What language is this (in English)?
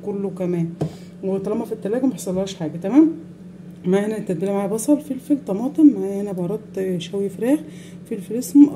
Egyptian Arabic